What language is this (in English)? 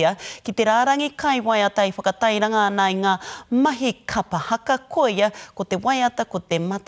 Māori